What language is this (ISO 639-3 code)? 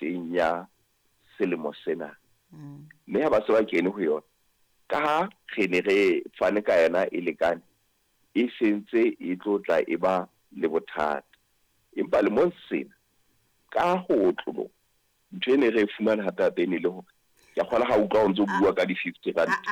sot